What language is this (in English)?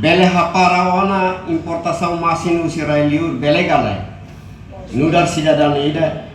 Tetum